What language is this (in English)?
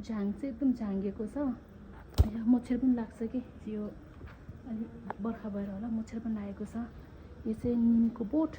Nepali